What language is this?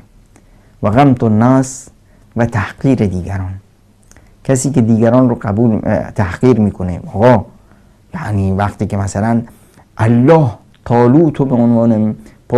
Persian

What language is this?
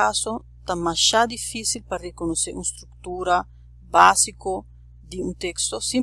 Papiamento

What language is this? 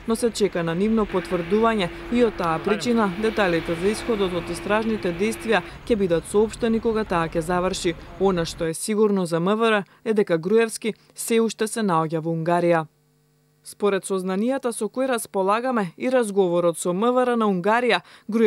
Macedonian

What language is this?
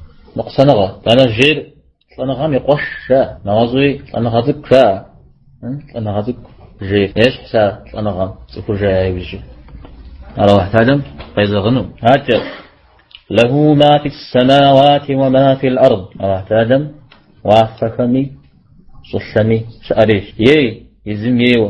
Kabardian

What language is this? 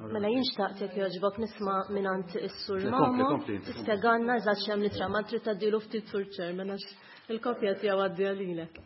Maltese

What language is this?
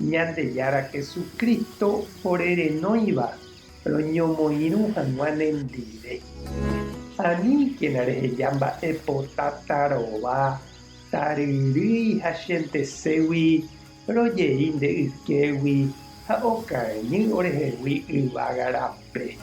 Guarani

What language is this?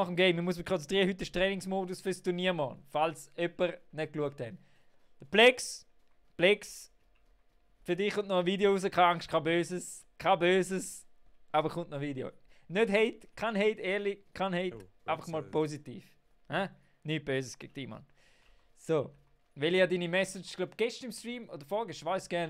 Swiss German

